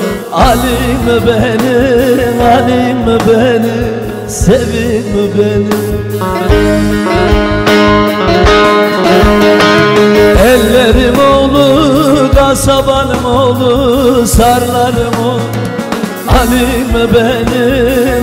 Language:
Turkish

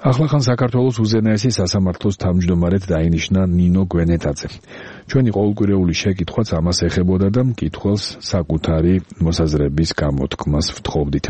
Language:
Georgian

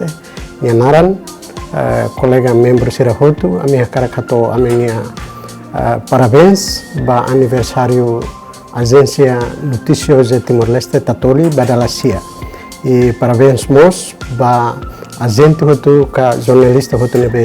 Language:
Tetum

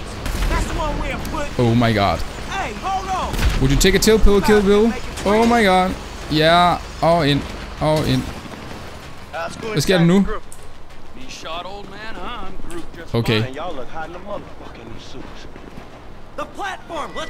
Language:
Danish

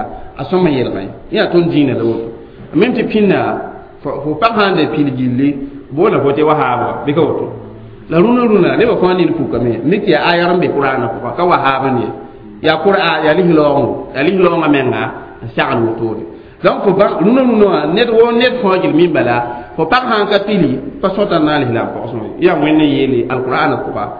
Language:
Mossi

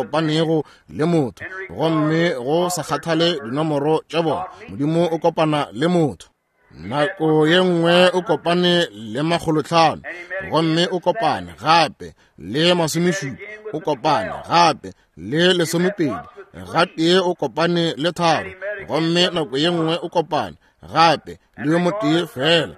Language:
Northern Sotho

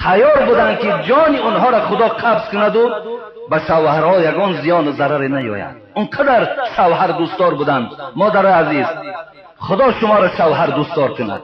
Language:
Tajik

